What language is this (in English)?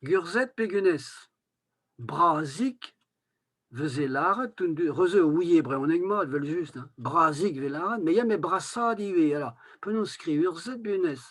Breton